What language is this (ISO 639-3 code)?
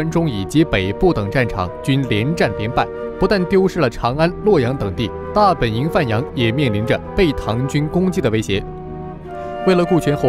zho